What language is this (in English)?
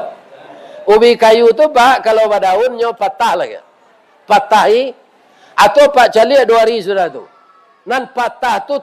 Minangkabau